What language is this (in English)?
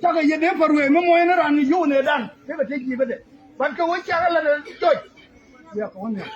Nuer